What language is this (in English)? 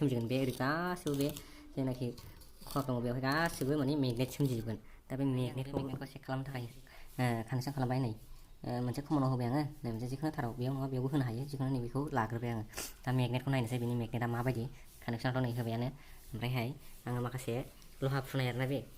Bodo